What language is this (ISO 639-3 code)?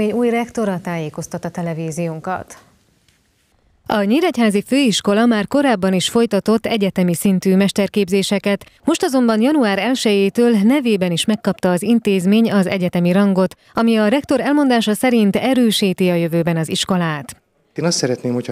hun